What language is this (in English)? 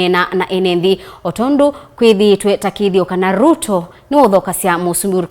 Kamba